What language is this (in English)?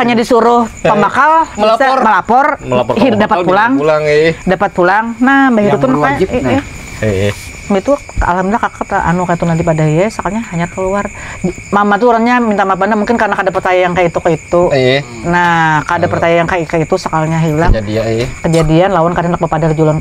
Banjar